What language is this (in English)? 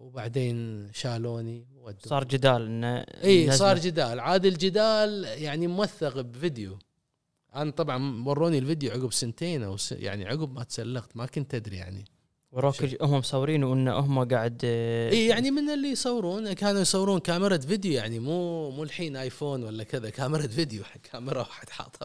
Gulf Arabic